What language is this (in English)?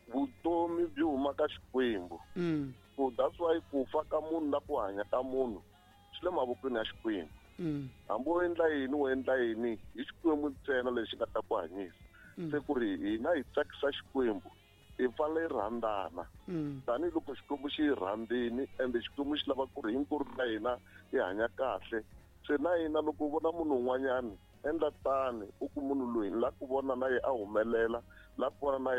Tsonga